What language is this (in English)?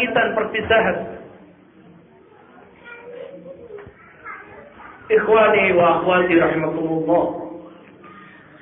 Indonesian